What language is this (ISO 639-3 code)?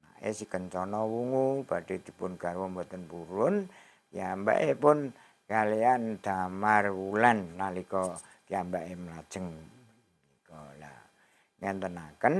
jav